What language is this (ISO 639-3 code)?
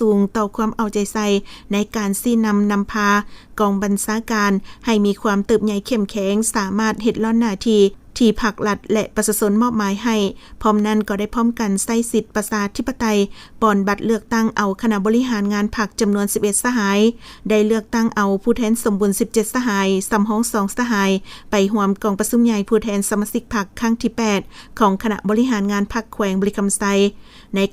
lao